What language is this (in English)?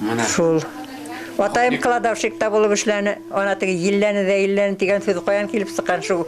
Bashkir